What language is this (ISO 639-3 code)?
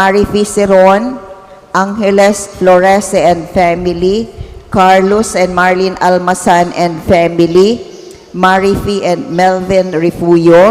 bik